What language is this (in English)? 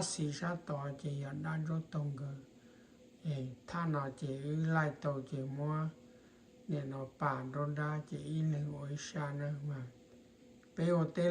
Hmong